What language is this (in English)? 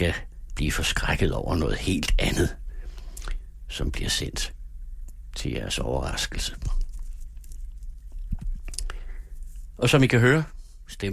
Danish